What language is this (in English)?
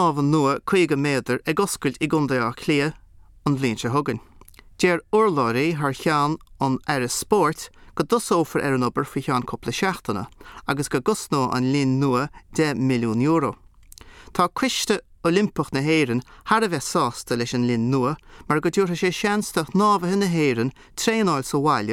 Irish